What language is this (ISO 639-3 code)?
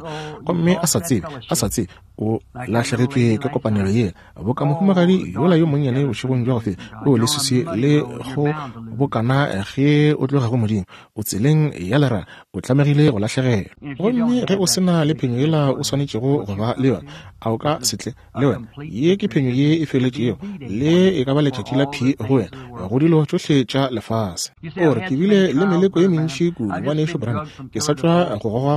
nso